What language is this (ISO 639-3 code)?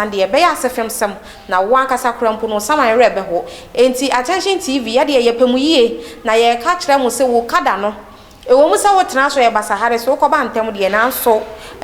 aka